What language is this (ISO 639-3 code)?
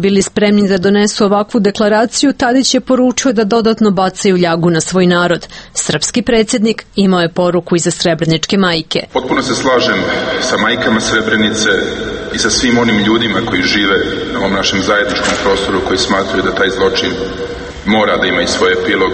srp